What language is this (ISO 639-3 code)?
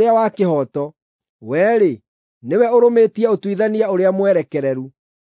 kik